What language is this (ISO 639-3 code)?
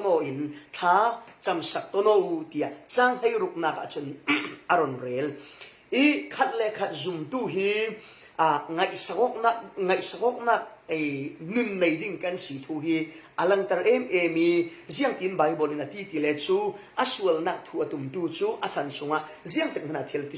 cfm